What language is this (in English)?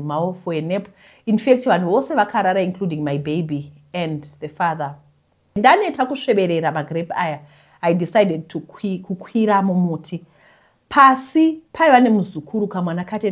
Shona